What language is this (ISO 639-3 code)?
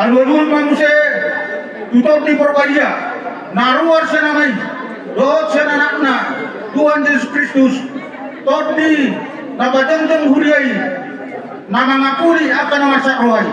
bbc